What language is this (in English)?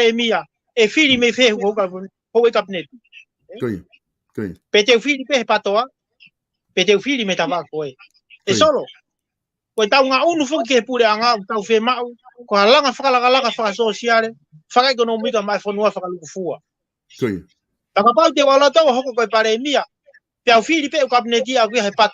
Tongan